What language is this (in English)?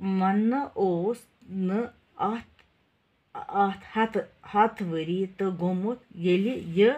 Kashmiri